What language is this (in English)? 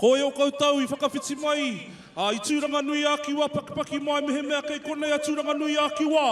Māori